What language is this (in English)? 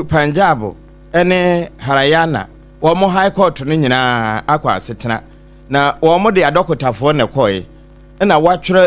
Akan